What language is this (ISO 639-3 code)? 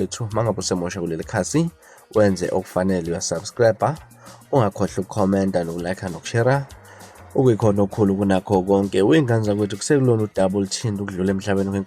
zul